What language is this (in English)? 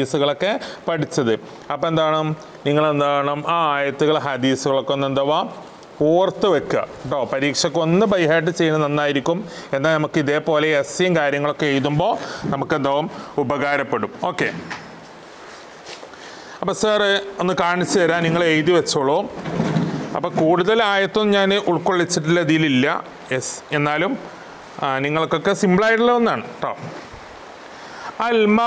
Malayalam